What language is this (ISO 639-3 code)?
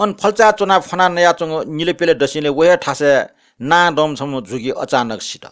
new